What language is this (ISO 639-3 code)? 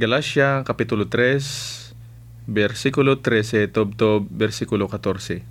hil